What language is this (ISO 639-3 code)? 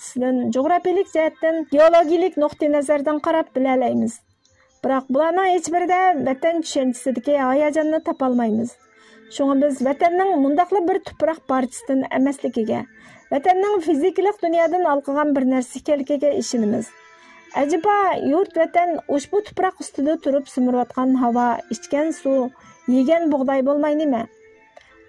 uig